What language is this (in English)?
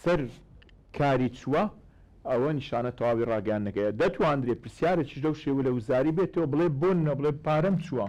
Central Kurdish